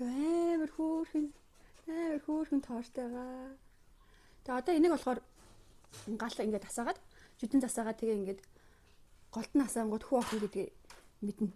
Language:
Mongolian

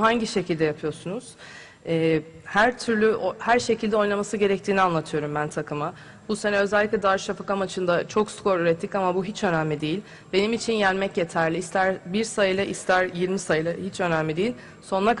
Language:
Turkish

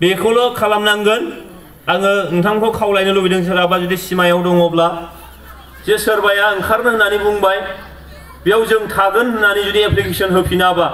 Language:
Bodo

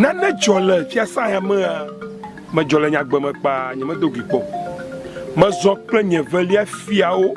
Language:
Ewe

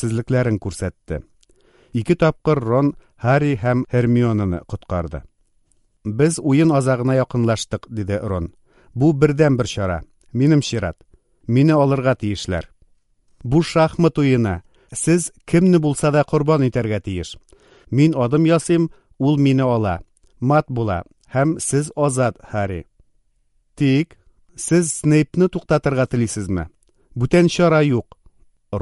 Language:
Tatar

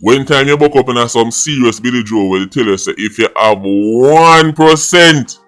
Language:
Jamaican Creole English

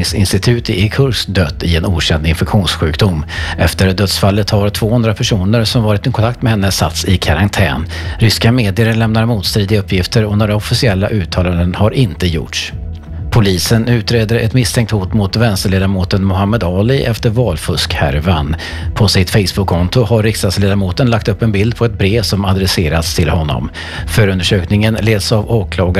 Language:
Swedish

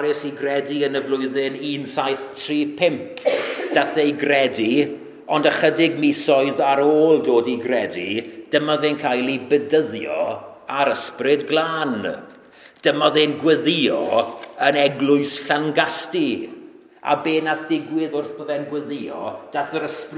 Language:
Welsh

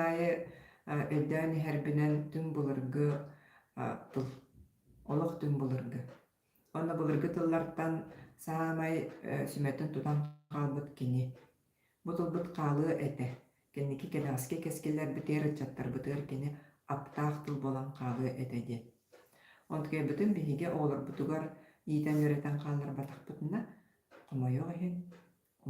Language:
Yakut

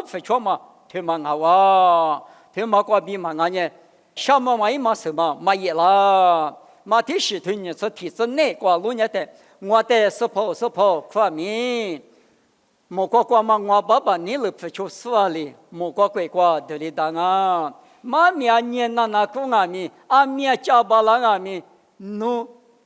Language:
Lisu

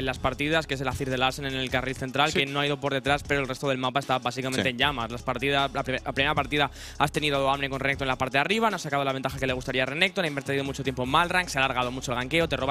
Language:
Spanish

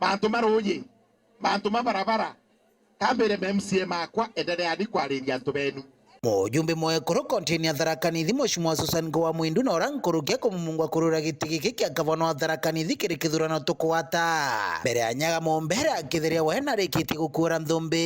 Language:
Meru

